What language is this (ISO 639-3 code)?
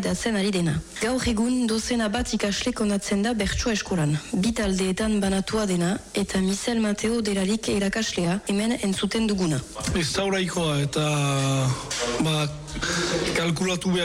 eus